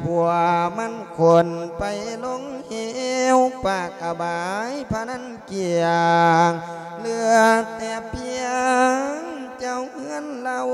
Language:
Lao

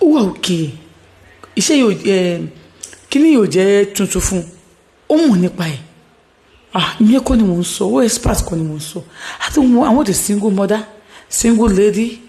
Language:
Yoruba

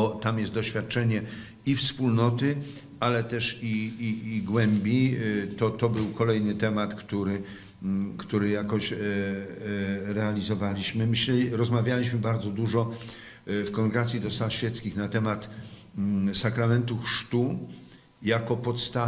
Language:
Polish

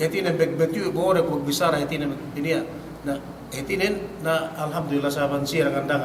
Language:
Yakan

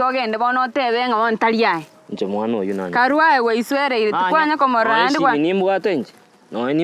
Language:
Gusii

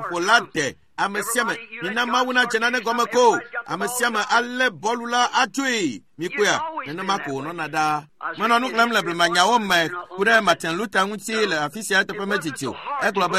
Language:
Ewe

